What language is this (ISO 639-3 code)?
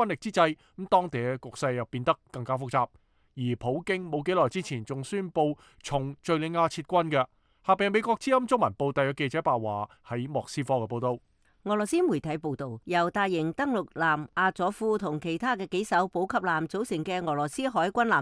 yue